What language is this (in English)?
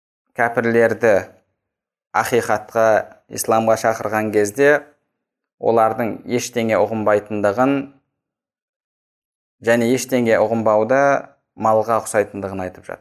Kazakh